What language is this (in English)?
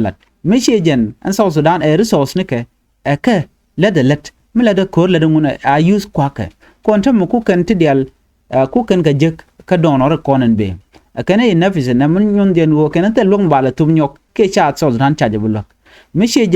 Nuer